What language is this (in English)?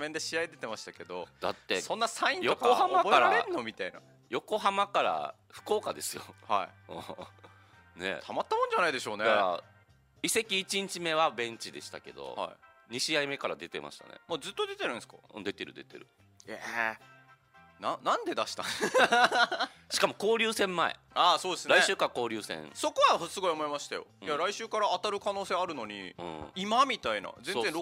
Japanese